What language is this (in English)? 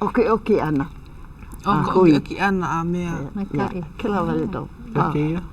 Hawaiian